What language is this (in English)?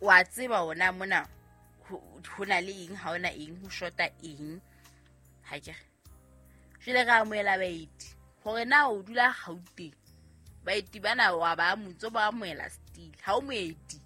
Southern Sotho